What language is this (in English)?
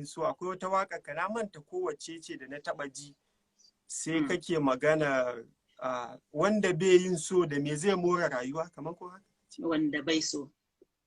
Hausa